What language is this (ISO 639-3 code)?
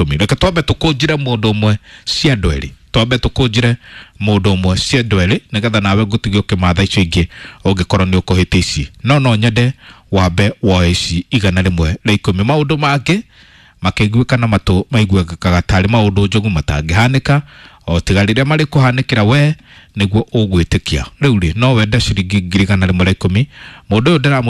kik